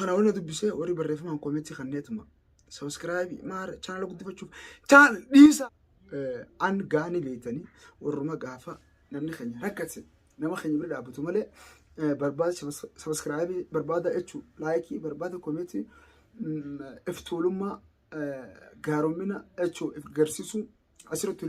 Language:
Oromo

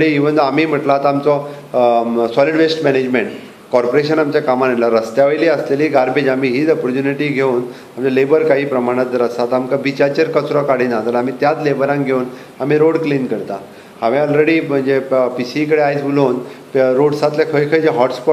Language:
Konkani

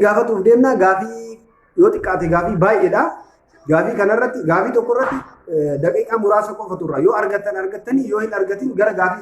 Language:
Oromo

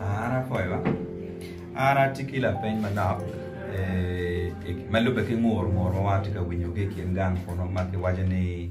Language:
Acoli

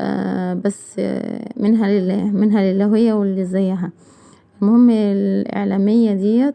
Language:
Egyptian Arabic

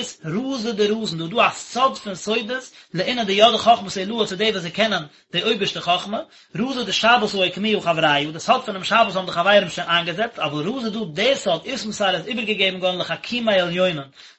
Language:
Yiddish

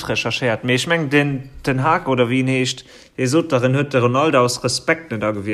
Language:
Luxembourgish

